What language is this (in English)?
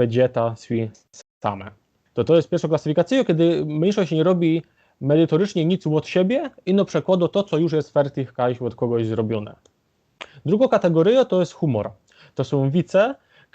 Silesian